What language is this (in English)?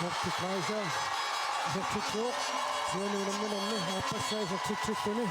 Kalaallisut